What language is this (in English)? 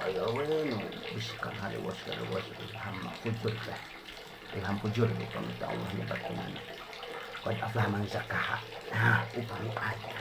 Sundanese